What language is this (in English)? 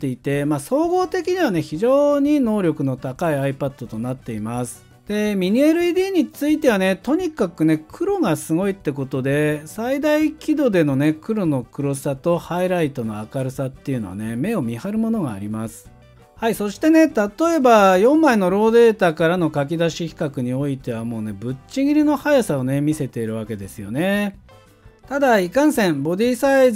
Japanese